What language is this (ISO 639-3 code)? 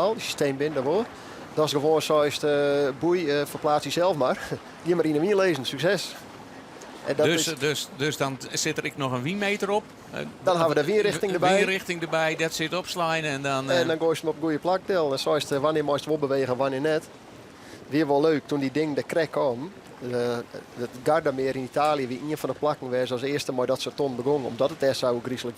fry